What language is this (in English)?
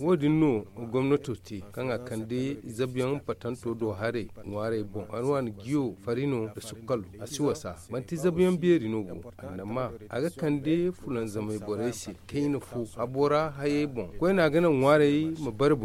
Zarma